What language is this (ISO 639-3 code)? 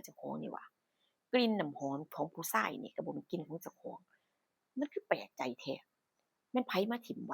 tts